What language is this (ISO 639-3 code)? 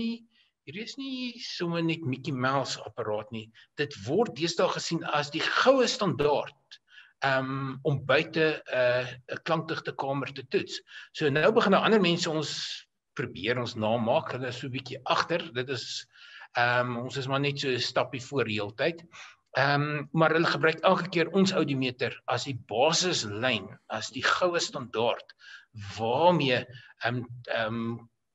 afr